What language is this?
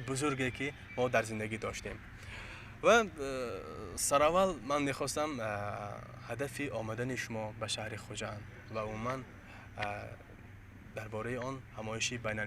Tajik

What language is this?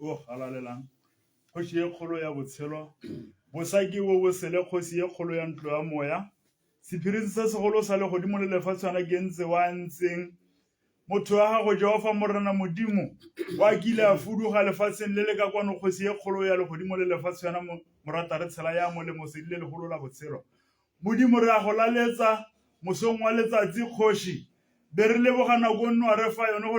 Tswana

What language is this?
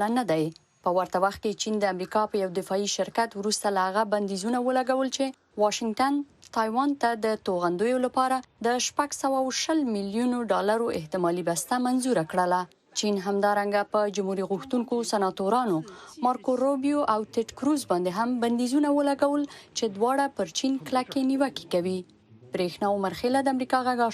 Pashto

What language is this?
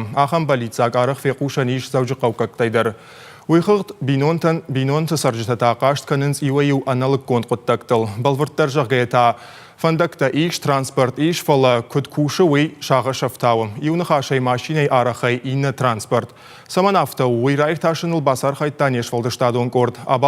Ossetic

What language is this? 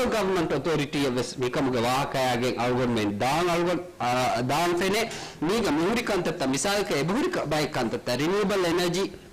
Divehi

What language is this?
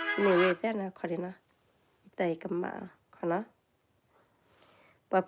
S'gaw Karen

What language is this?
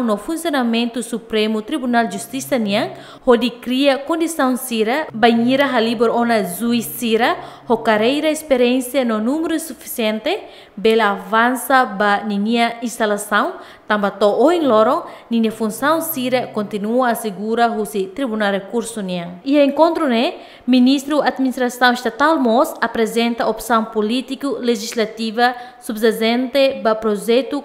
Tetum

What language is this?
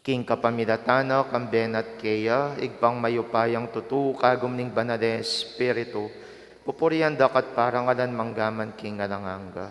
Pampanga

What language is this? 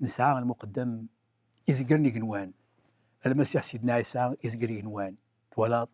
Kabyle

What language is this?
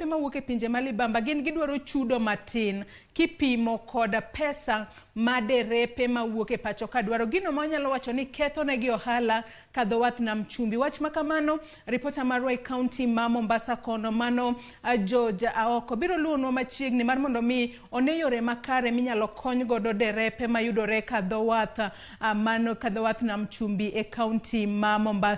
Luo (Kenya and Tanzania)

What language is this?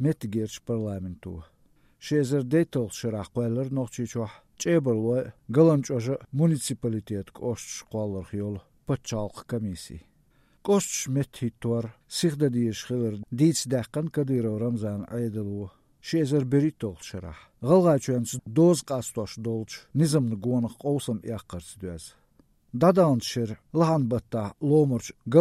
Chechen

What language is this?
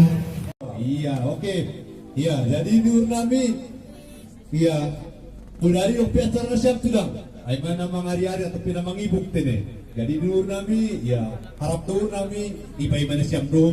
Batak Simalungun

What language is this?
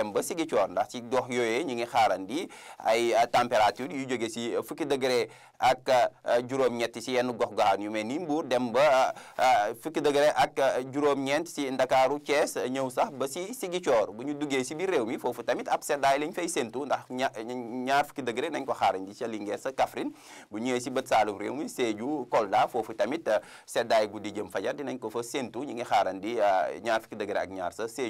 Wolof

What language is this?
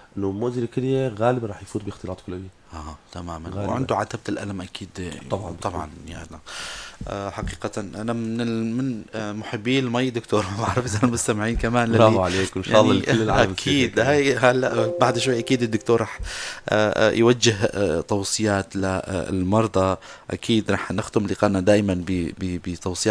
North Levantine Arabic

